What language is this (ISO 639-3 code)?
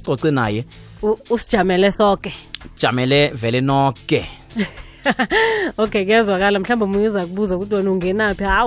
nbl